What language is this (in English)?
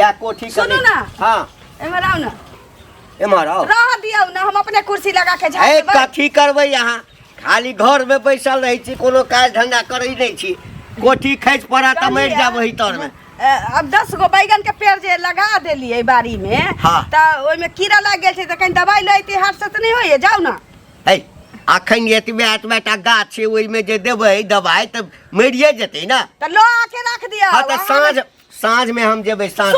Maithili